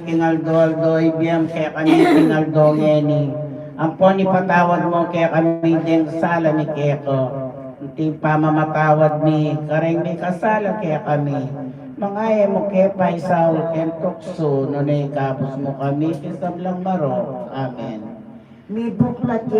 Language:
Pampanga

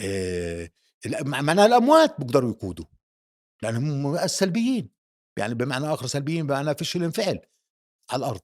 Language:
North Levantine Arabic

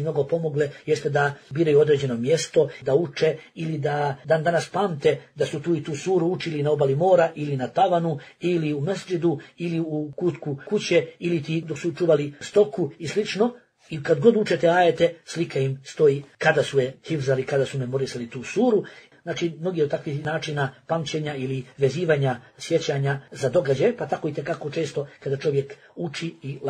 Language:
Bosnian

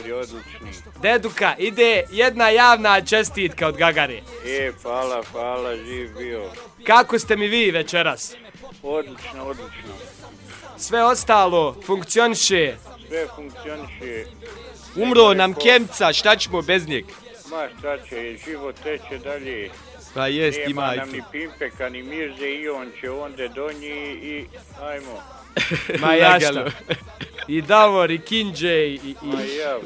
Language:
Bosnian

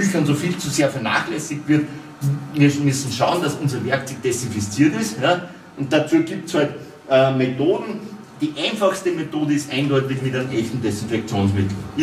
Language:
German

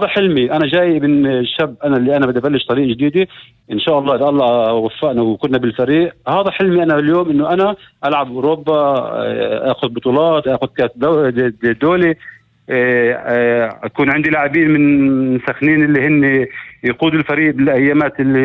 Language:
North Levantine Arabic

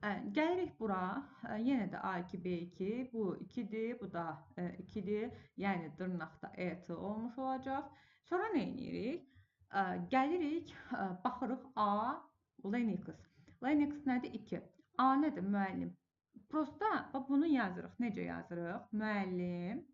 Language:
Azerbaijani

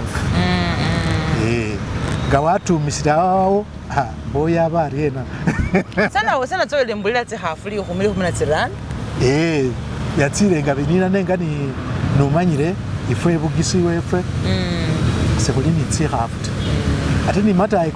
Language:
Masaaba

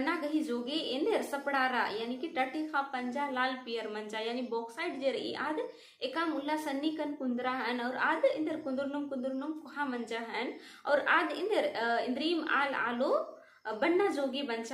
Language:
Kurukh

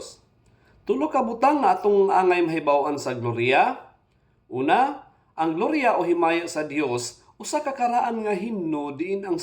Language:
Cebuano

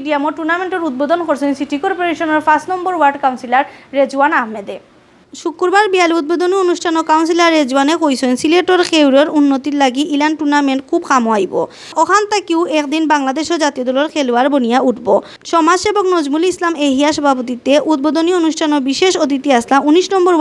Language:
Sylheti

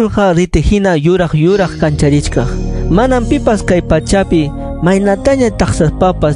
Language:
Ayacucho Quechua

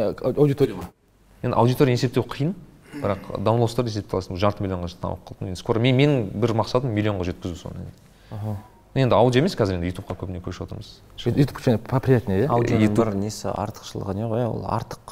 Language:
Kazakh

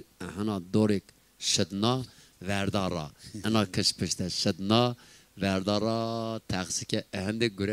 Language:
Zaza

